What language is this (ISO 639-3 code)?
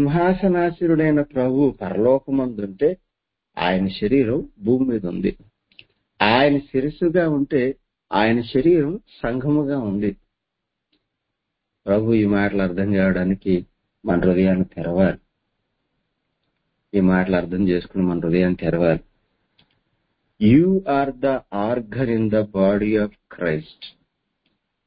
tel